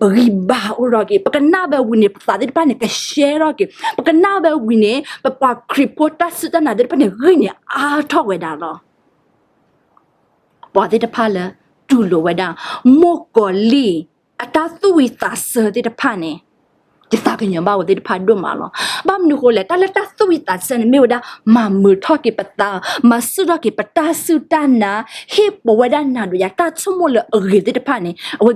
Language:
S'gaw Karen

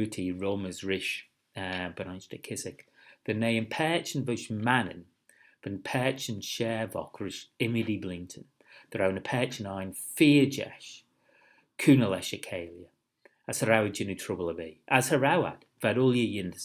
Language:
Manx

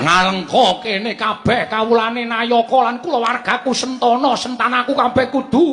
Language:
Javanese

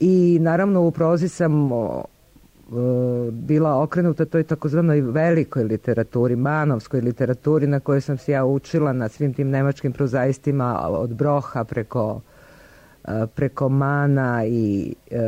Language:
Serbian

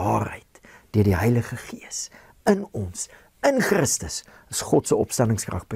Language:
Afrikaans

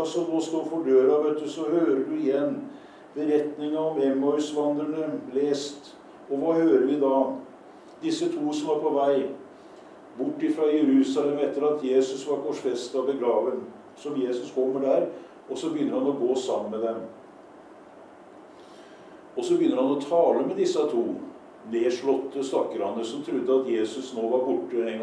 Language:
Norwegian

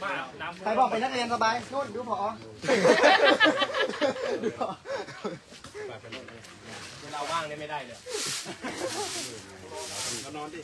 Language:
Thai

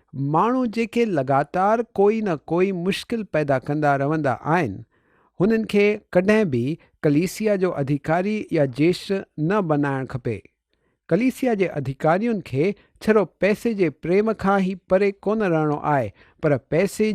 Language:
Sindhi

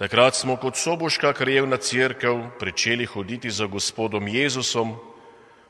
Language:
Slovenian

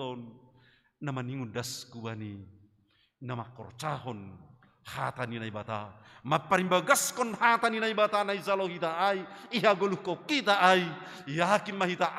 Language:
Batak Simalungun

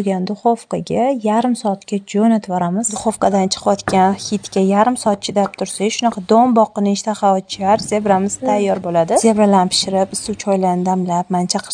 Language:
Uzbek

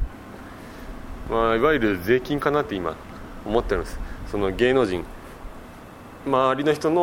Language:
Japanese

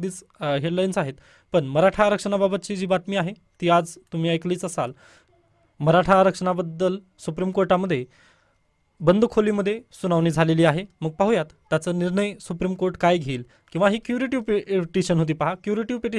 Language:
Marathi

